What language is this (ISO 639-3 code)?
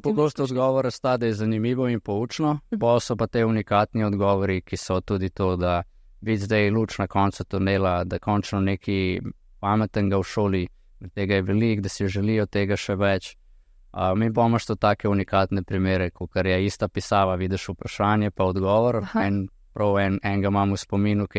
slv